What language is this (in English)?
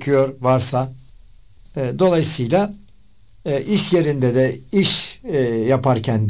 Turkish